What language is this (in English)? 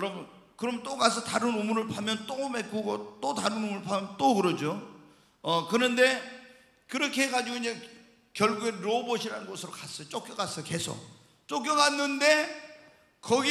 Korean